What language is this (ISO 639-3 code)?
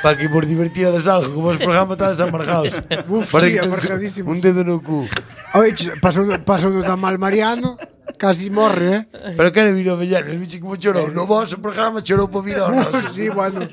glg